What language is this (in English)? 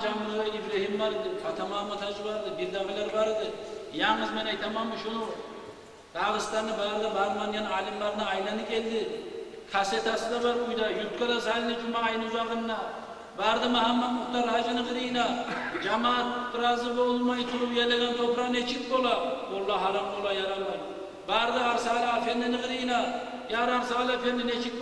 Kumyk